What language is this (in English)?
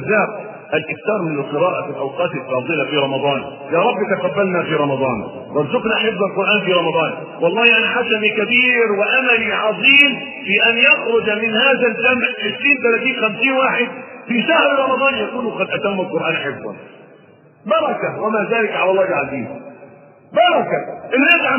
Arabic